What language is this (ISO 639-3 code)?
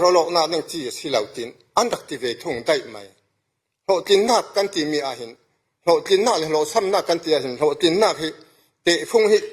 cfm